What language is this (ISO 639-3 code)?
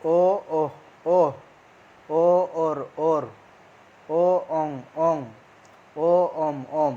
sat